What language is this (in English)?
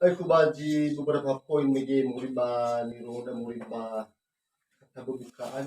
Nias